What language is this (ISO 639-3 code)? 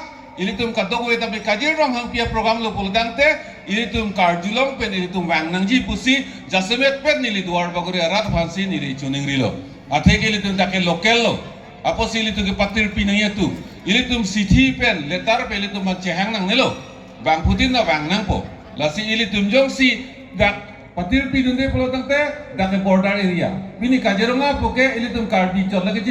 mjw